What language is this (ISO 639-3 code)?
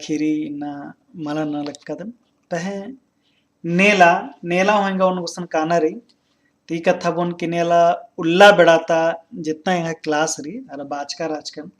kru